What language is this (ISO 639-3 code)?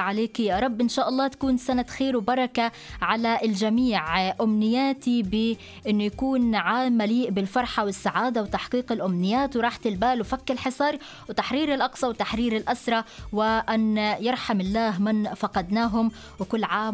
ara